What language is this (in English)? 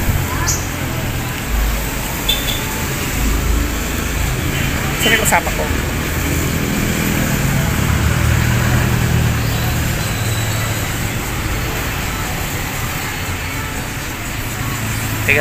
Filipino